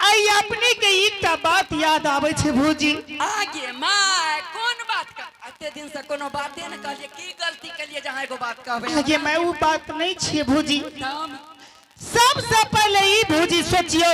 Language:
Angika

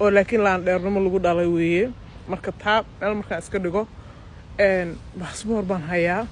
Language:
Somali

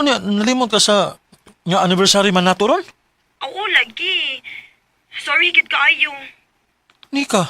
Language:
Cebuano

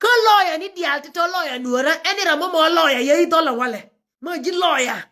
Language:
Nuer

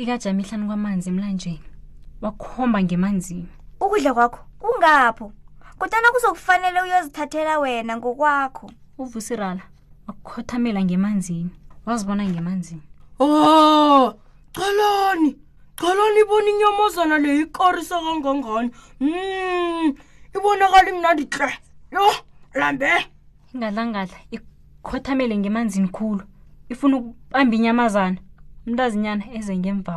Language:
South Ndebele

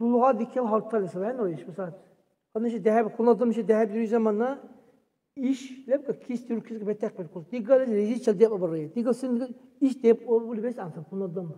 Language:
Dargwa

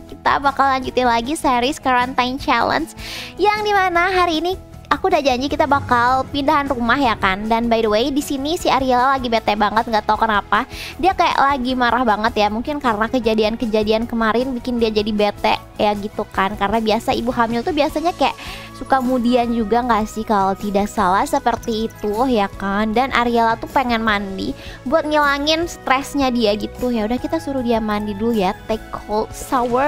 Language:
Indonesian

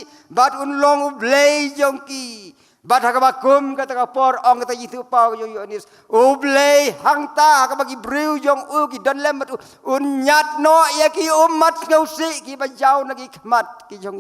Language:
Khasi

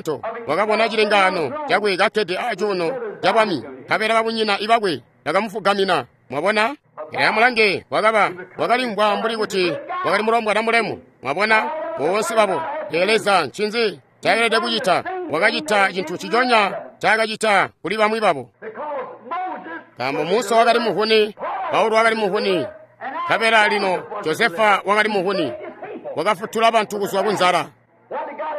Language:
Tonga (Zambia)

